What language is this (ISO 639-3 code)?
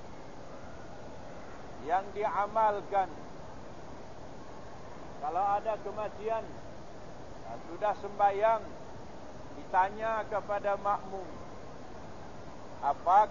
msa